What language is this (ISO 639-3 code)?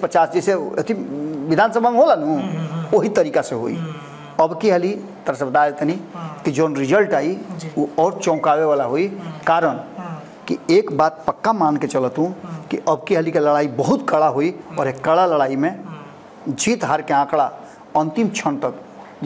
bho